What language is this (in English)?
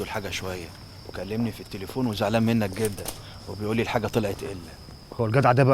Egyptian Arabic